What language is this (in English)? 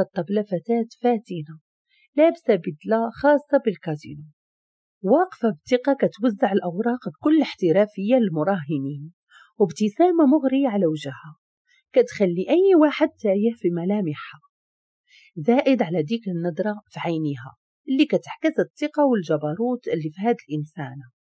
Moroccan Arabic